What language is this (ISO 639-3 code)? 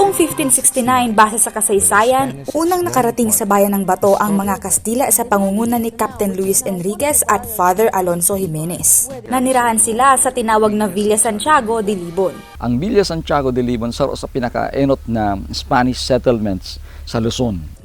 bik